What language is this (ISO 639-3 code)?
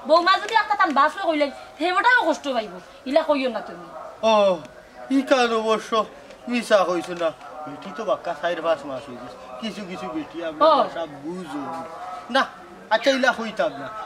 syl